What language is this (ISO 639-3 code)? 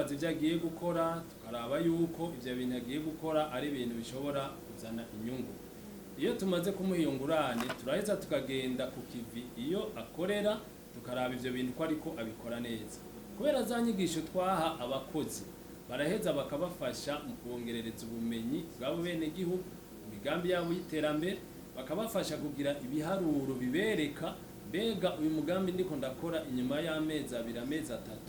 run